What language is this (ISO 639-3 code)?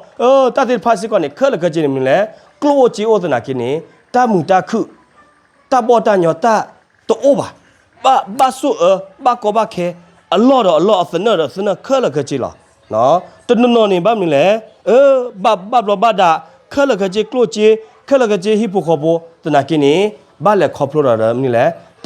ksw